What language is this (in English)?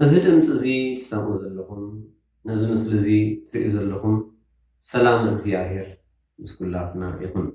Tigrinya